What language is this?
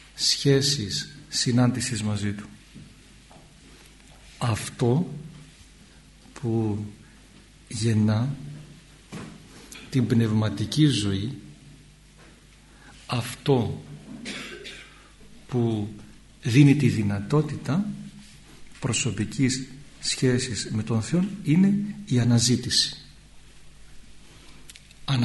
Greek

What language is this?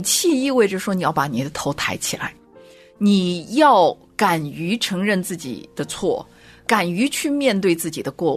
Chinese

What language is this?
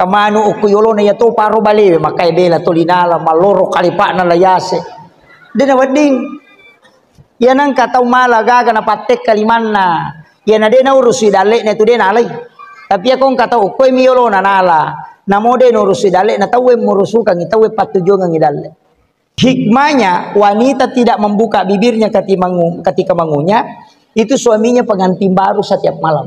Buginese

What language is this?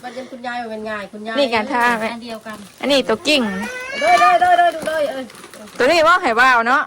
Northeastern Thai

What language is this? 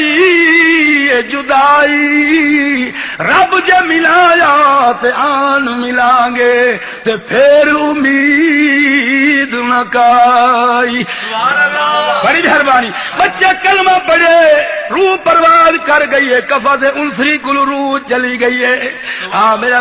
Saraiki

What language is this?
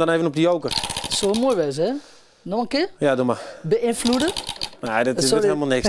Western Frisian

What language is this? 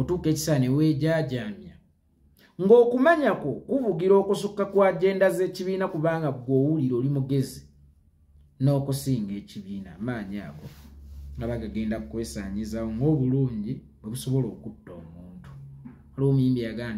Ganda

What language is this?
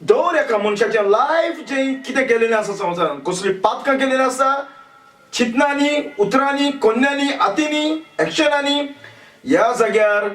Konkani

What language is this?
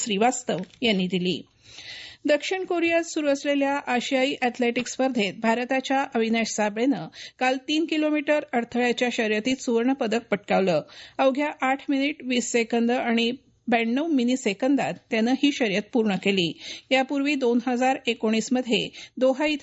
Marathi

